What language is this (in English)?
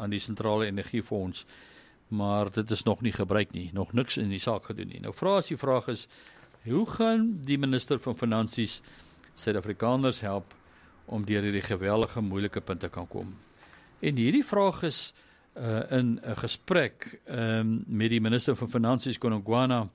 Afrikaans